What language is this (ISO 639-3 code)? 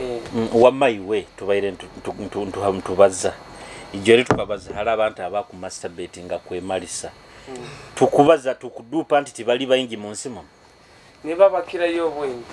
nyo